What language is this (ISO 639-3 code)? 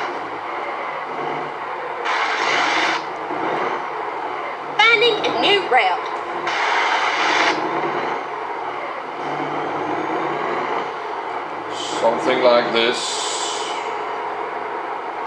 eng